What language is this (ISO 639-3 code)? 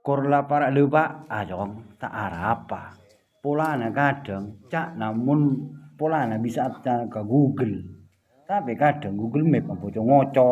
mad